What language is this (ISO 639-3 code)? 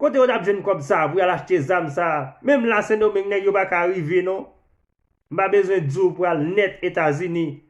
hat